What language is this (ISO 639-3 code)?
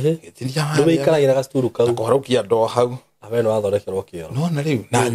kik